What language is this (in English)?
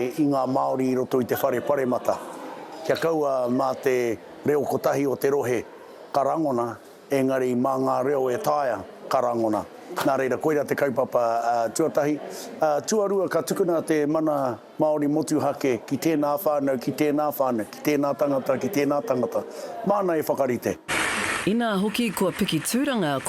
Māori